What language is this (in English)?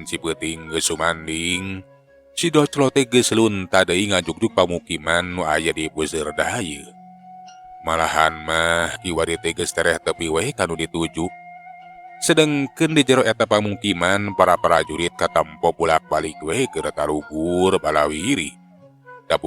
Sundanese